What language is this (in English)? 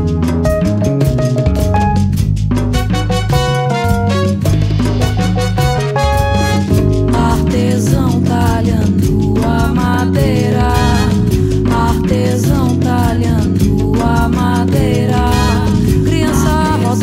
Portuguese